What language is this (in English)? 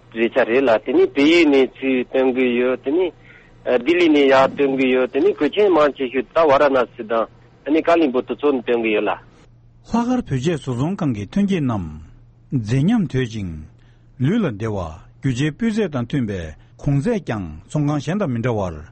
Tibetan